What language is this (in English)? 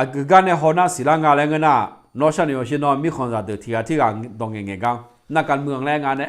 Akha